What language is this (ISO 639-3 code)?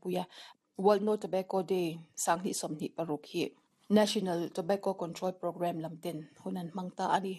lus